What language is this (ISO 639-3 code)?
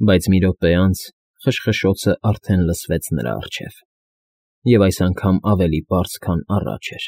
hye